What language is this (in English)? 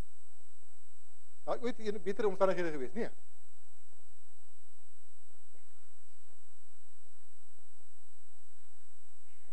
Afrikaans